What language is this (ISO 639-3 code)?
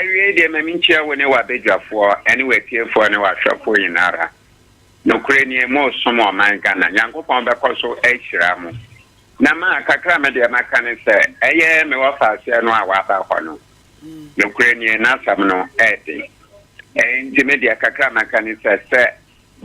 aka